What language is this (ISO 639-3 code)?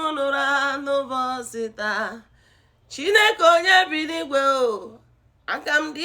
ibo